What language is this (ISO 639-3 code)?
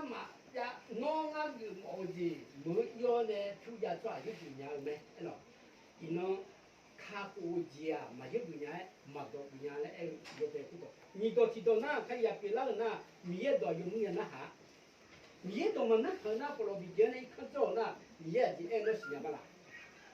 ahk